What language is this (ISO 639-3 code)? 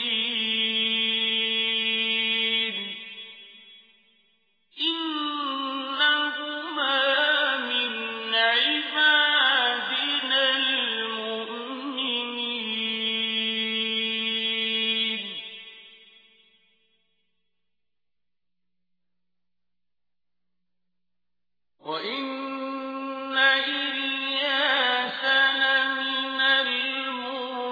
ara